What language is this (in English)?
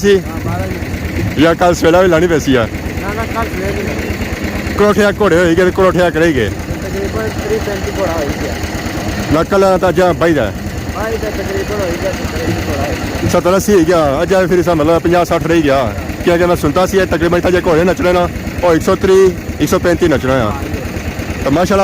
Pahari-Potwari